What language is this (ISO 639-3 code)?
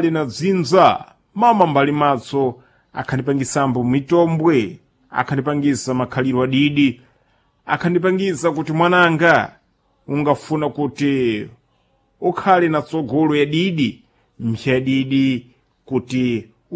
seh